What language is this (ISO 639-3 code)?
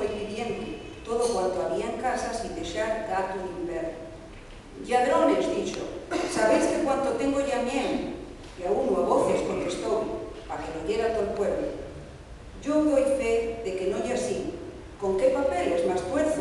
ast